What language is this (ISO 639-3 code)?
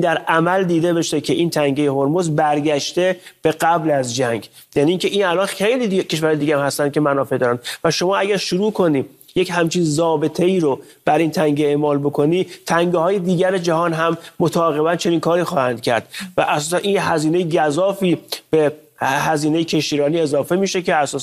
fas